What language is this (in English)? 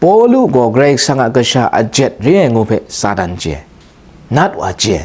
Kachin